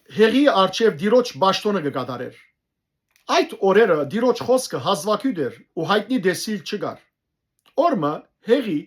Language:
Western Armenian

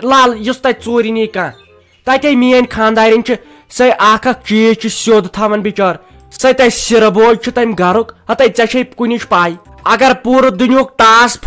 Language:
Kashmiri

